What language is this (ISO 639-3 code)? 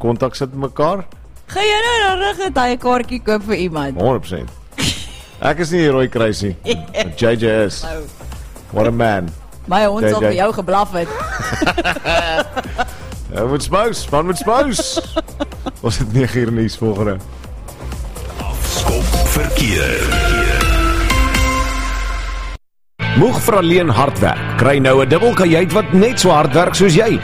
afr